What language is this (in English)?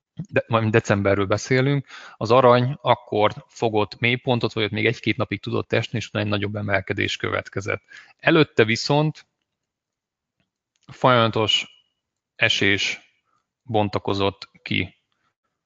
Hungarian